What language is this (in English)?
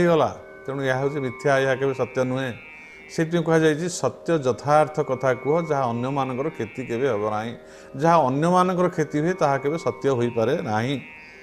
Odia